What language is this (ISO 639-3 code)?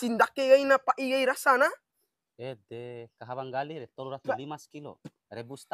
bhp